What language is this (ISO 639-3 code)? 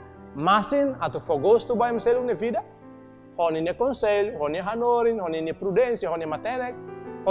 tet